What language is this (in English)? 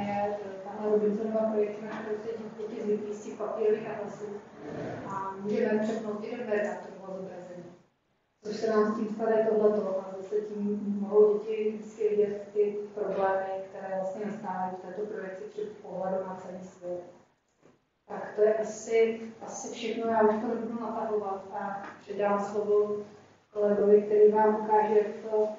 Czech